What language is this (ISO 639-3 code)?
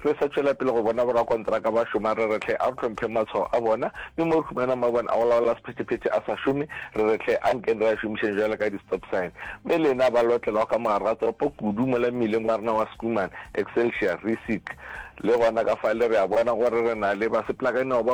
nso